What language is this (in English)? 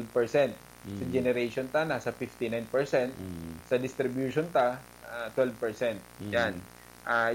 Bikol